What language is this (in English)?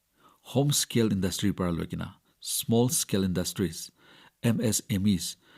Naga Pidgin